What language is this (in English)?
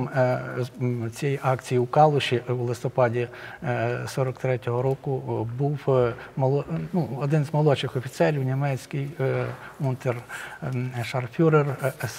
Ukrainian